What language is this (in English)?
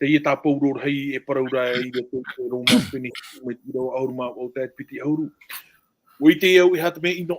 Tahitian